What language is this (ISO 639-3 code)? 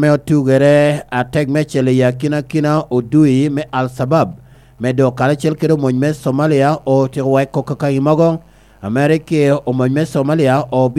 laj